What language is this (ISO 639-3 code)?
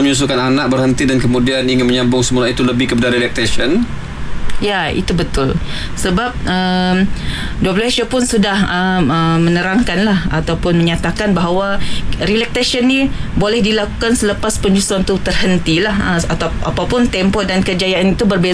msa